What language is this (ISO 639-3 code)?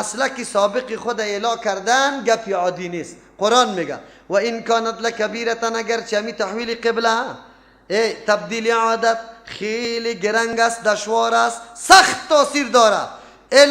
fas